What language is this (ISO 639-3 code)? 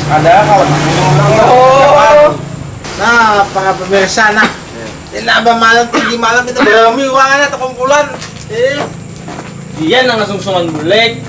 bjn